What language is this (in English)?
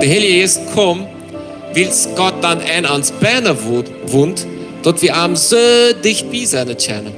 Plautdietsch